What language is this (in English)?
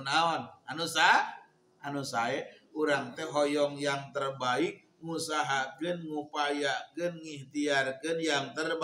Sundanese